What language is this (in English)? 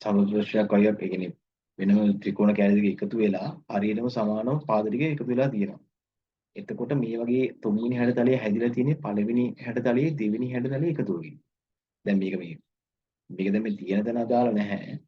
Sinhala